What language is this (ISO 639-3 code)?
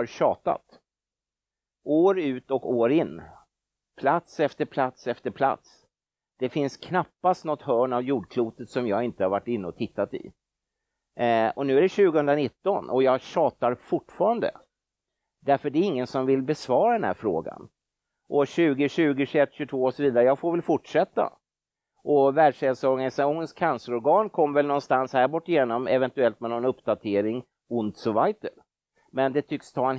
swe